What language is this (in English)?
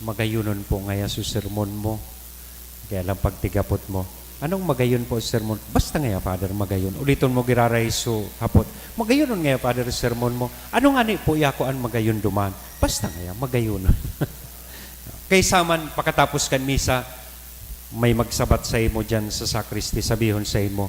Bikol